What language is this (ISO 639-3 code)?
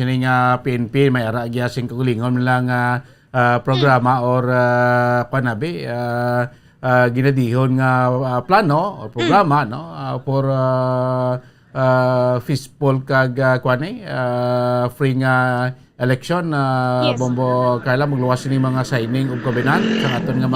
hil